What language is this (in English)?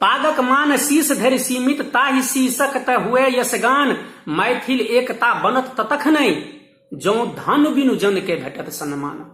Maithili